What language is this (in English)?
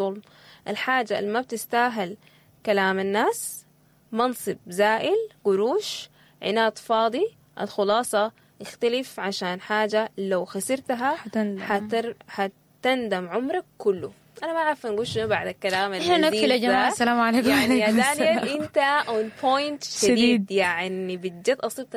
Sudanese Arabic